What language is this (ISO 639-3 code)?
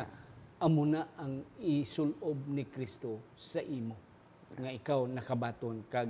hil